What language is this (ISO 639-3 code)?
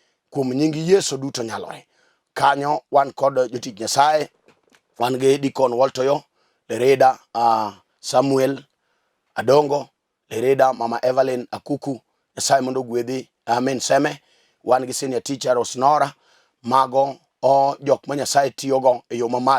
luo